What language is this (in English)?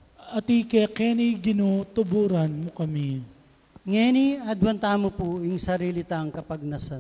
Pampanga